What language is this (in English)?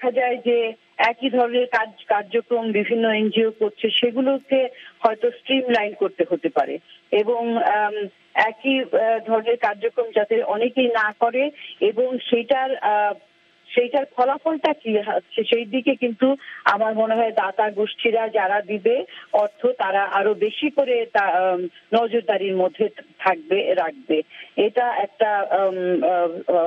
Bangla